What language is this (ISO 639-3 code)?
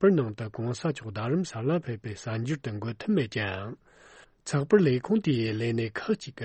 bod